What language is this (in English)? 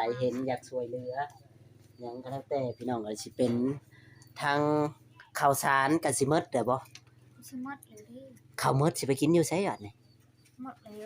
Northeastern Thai